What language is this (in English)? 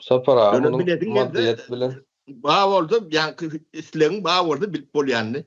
Turkmen